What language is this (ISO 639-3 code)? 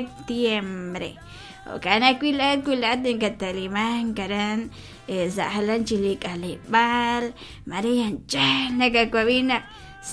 kek